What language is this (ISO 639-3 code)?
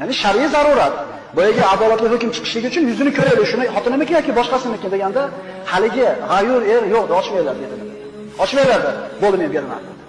uzb